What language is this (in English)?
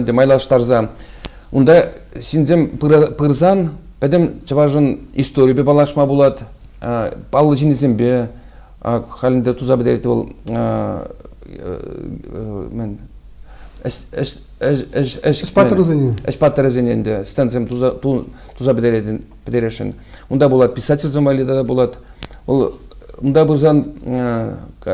Chuvash